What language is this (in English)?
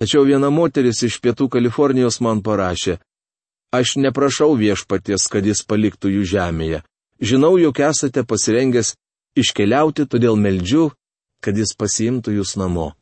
Lithuanian